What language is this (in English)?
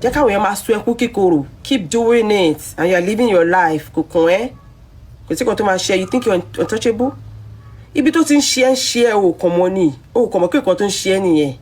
Yoruba